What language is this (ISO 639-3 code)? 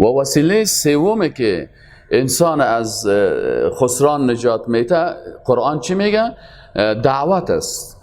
fas